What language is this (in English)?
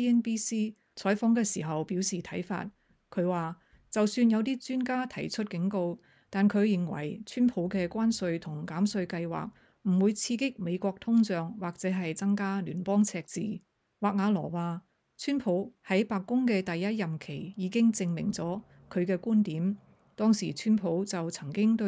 Cantonese